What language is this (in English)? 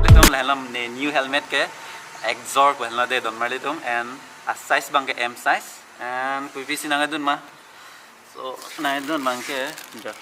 Karbi